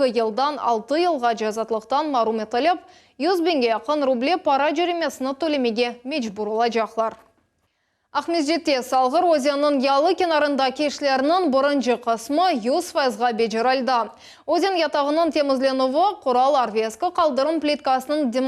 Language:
Crimean Tatar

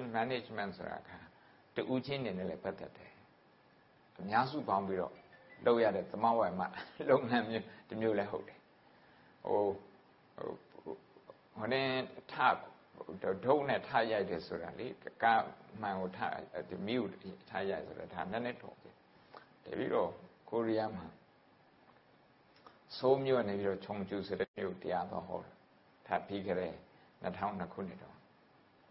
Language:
Burmese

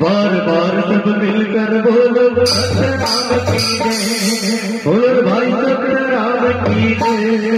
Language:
Chhattisgarhi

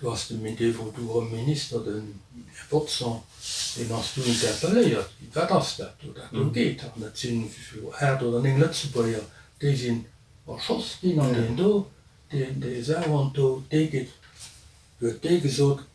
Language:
Luxembourgish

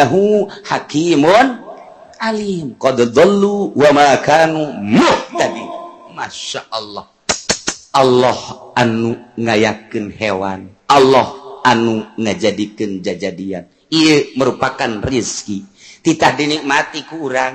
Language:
Sundanese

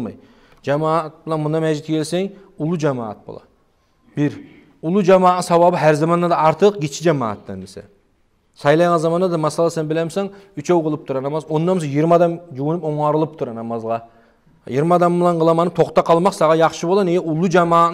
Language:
Kumyk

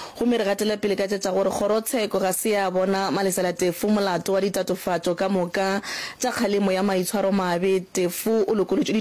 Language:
Northern Sotho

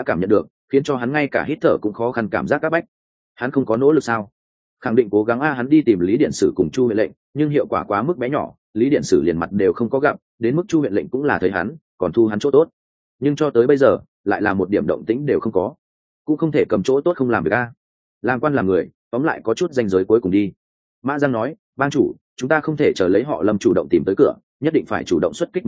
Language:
Vietnamese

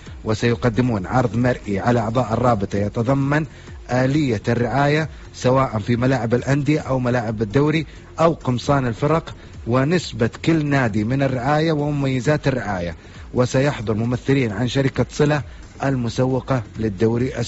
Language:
Arabic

